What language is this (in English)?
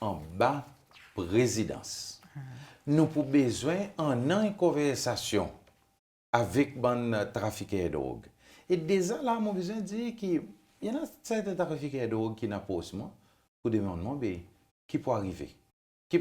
Seselwa Creole French